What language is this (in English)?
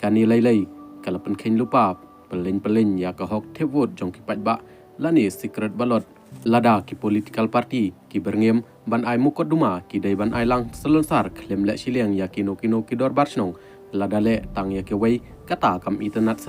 Khasi